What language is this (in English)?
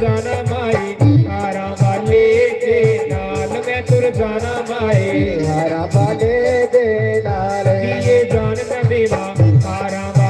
Dogri